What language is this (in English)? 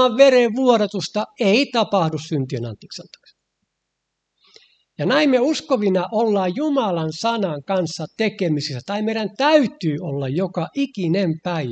Finnish